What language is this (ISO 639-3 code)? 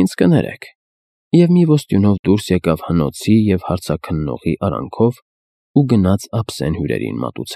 hye